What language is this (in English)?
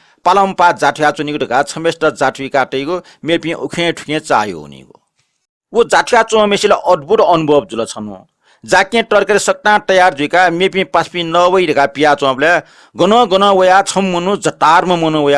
Newari